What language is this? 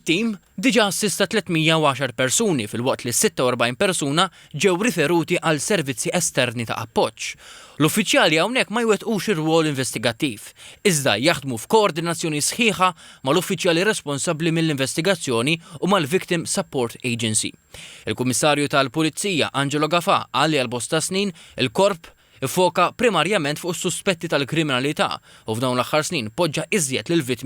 Maltese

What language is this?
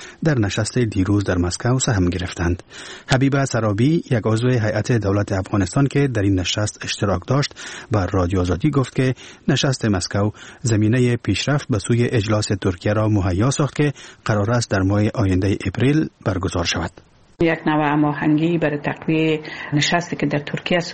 Persian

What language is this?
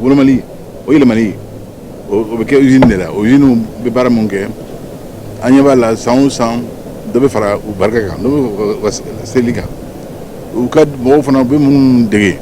Bambara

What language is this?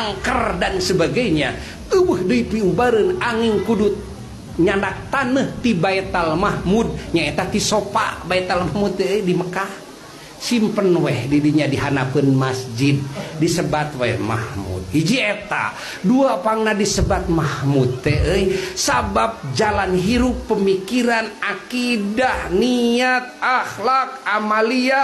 Sundanese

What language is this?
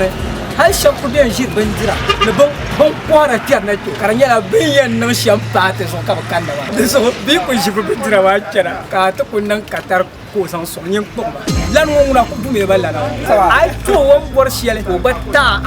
Dagbani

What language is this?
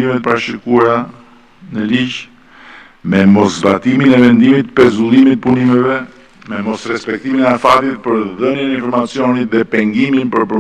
Albanian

